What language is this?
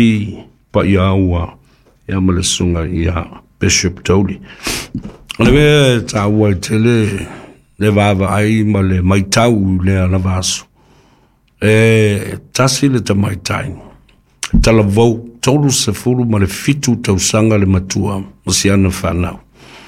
Samoan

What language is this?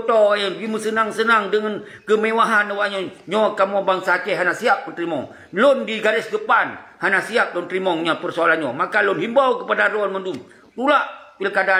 Achinese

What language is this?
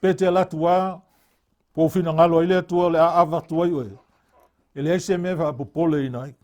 Samoan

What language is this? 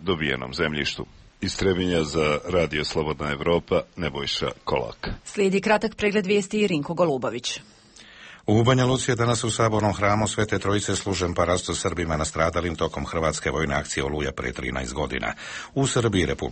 Serbian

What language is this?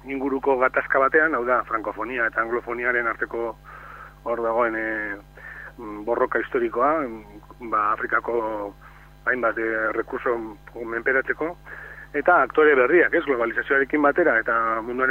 Basque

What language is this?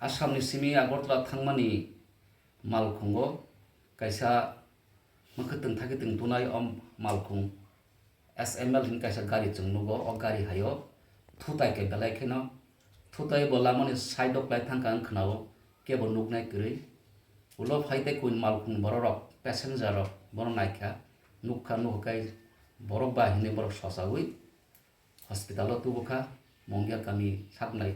Kok Borok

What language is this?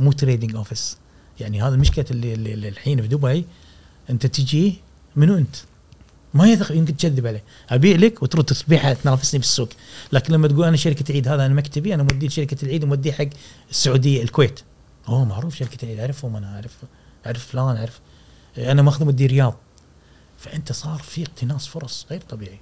Gulf Arabic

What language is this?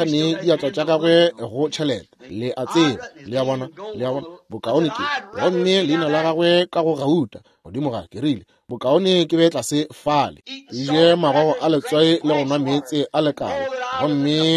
Northern Sotho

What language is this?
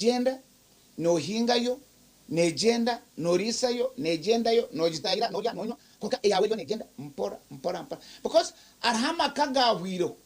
Nyankole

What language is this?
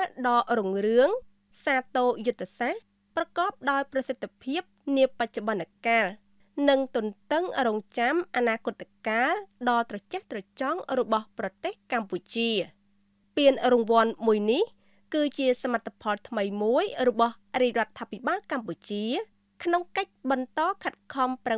Khmer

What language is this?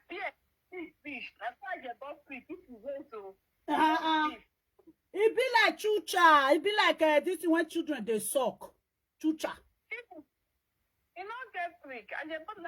Nigerian Pidgin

